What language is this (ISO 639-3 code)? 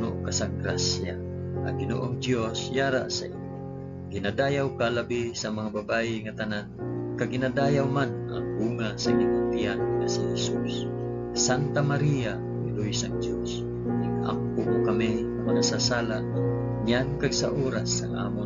hil